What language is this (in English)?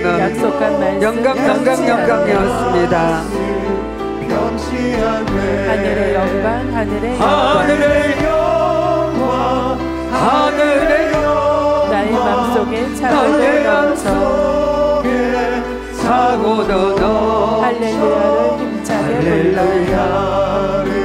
Korean